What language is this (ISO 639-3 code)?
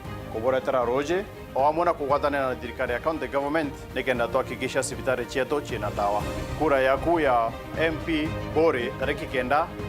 mer